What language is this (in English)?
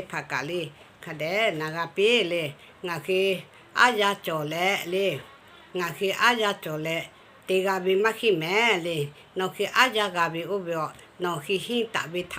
Lahu